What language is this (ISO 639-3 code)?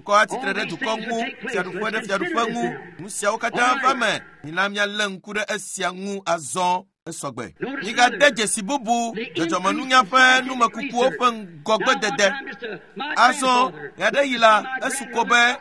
ewe